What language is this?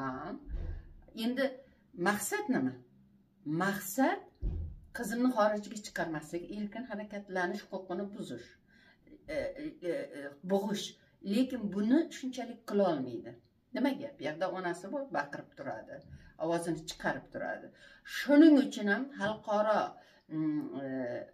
Uzbek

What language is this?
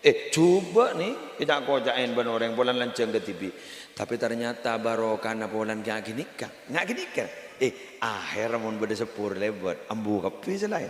Madurese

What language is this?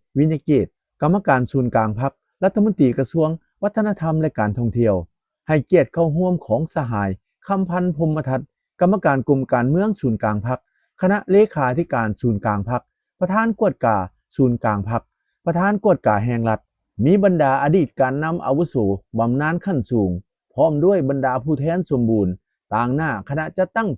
Lao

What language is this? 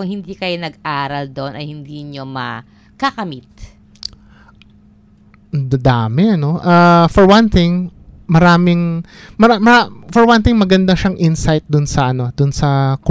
Filipino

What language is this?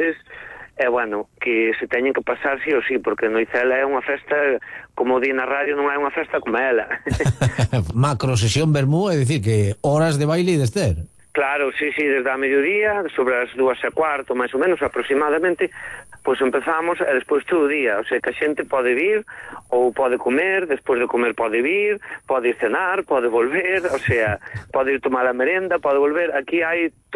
Galician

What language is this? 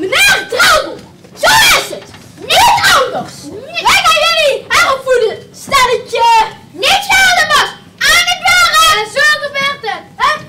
Limburgish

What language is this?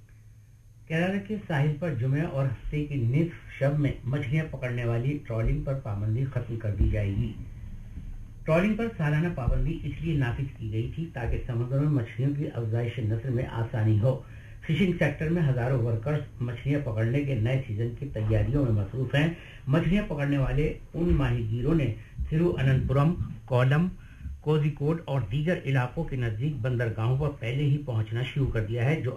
Urdu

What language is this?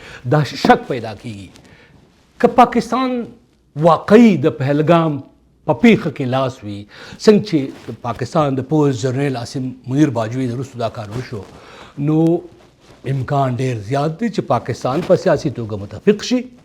Pashto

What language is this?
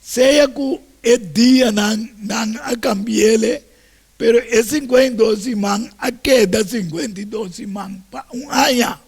Papiamento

